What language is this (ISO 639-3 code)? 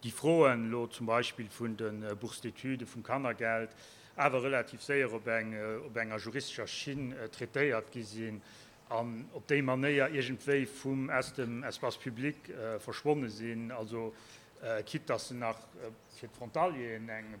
ltz